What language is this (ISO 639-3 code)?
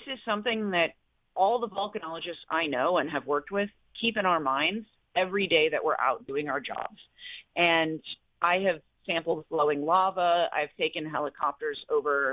eng